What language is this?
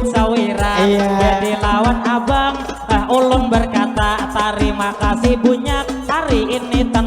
Banjar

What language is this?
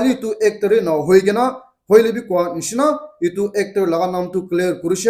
Naga Pidgin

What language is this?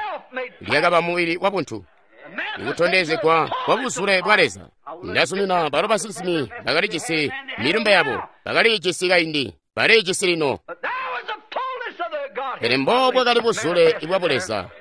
Tonga (Zambia)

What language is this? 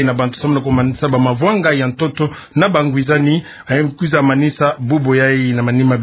Kituba (Democratic Republic of Congo)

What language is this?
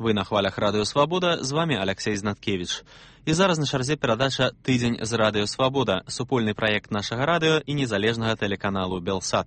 Belarusian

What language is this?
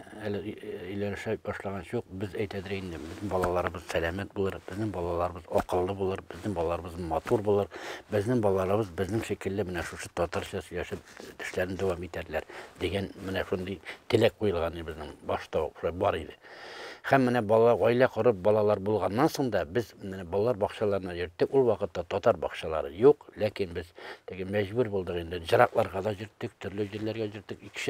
Tatar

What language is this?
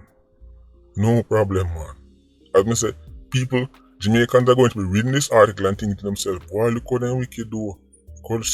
Jamaican Creole English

